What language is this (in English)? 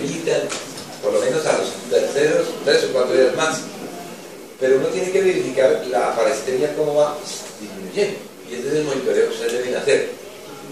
Spanish